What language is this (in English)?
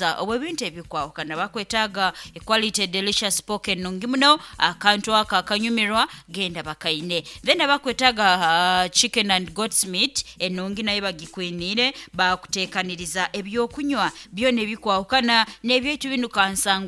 Nyoro